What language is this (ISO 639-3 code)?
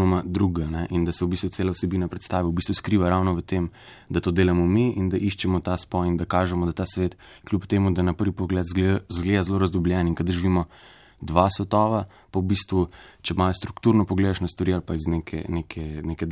slv